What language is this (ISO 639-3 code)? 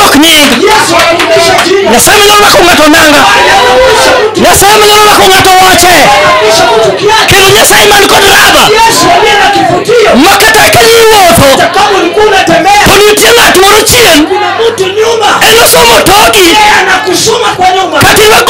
luo